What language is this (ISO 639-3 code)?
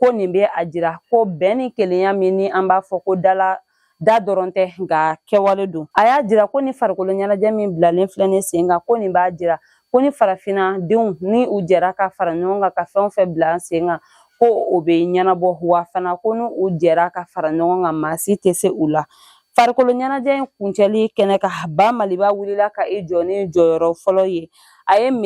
bam